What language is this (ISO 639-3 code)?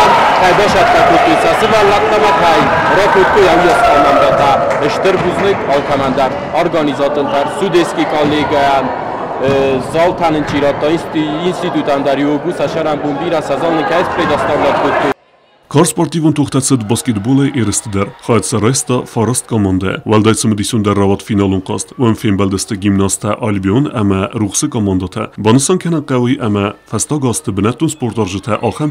oss